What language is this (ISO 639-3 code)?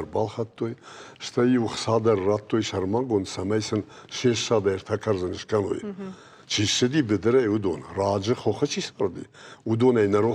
oss